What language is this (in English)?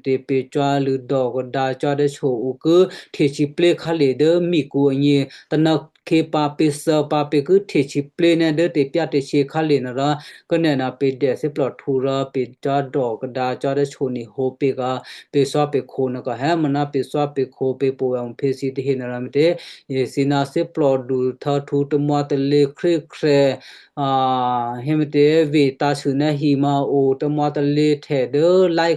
Western Kayah